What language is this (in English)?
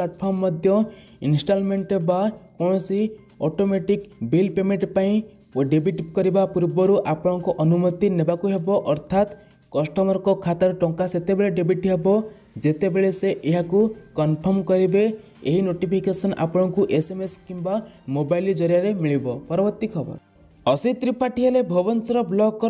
Odia